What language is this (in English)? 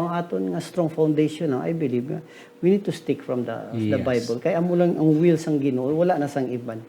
Hiligaynon